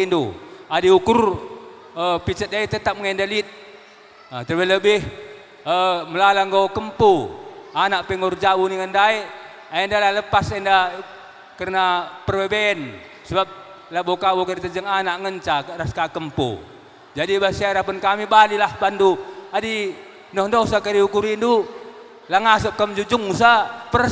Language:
Batak Karo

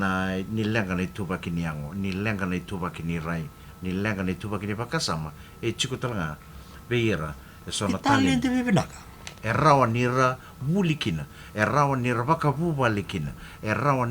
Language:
Fijian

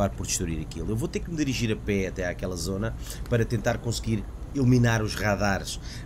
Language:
Portuguese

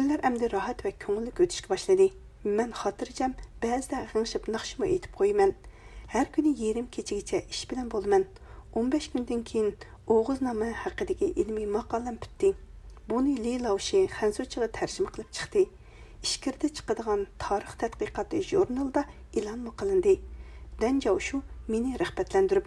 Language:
Uyghur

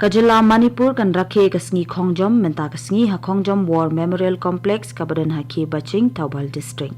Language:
Khasi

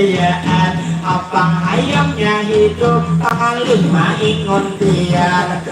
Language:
Banjar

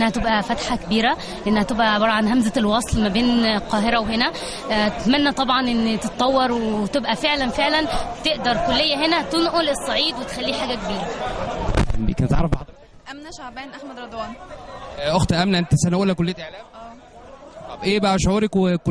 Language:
Egyptian Arabic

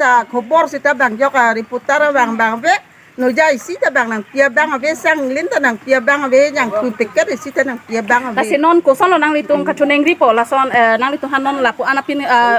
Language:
Karbi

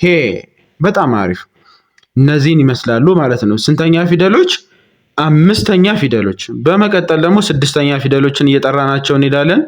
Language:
Amharic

